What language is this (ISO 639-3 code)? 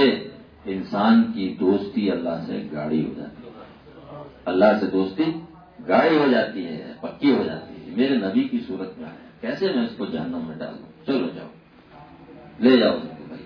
urd